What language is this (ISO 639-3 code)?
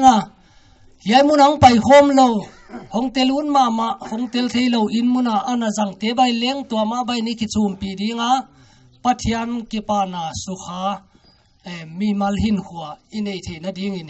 pck